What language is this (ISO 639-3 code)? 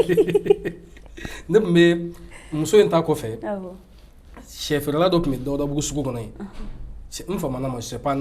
bam